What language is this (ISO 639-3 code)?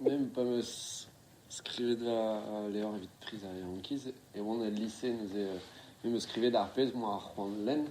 bre